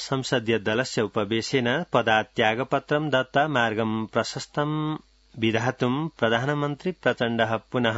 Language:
Sanskrit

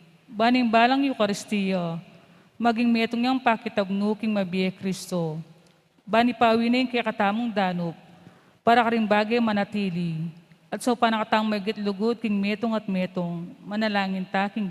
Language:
Pampanga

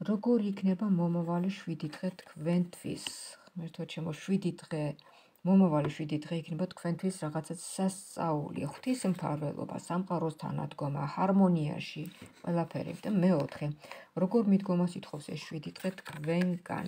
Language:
Georgian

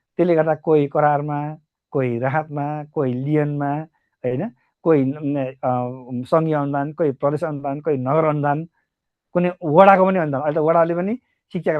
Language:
Nepali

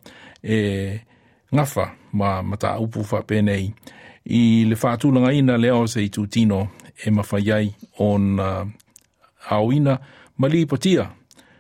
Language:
Samoan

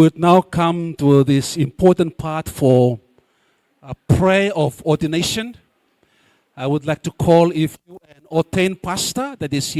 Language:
Gilbertese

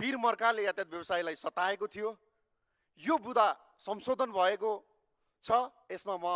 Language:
Nepali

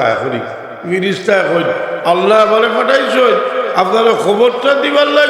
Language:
Sylheti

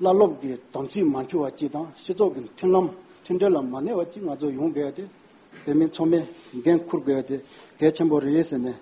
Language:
Tibetan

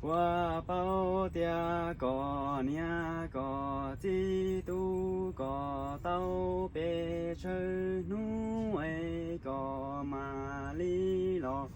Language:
Hmong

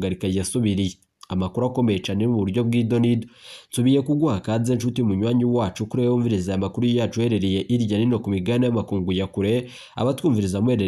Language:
Rundi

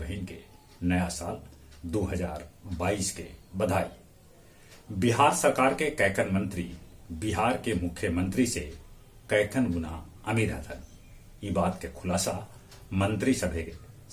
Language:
Magahi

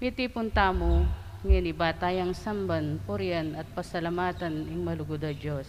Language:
Pampanga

